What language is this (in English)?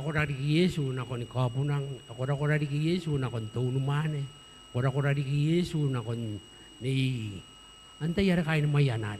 Gilbertese